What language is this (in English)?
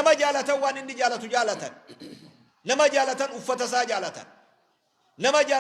Oromo